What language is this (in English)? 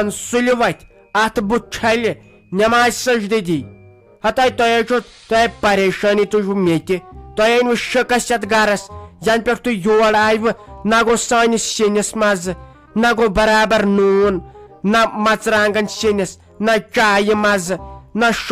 Kashmiri